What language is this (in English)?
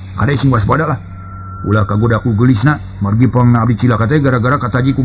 Sundanese